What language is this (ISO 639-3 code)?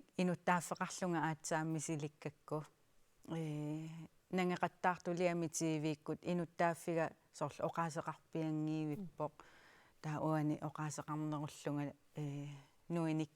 kal